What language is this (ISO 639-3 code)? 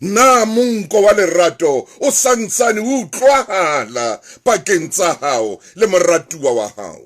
sot